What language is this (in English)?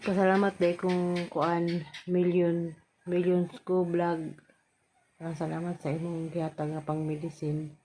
Cebuano